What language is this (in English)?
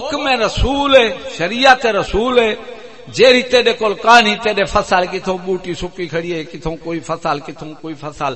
Saraiki